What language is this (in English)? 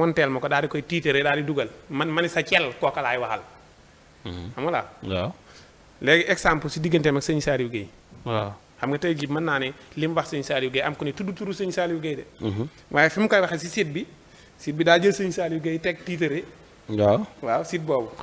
Wolof